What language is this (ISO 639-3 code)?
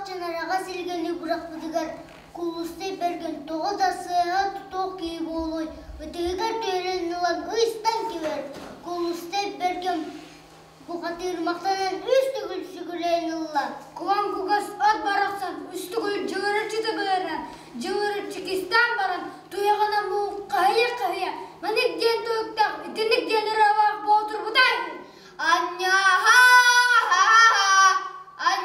sah